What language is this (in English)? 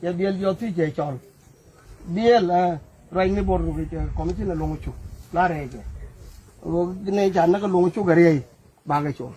Nuer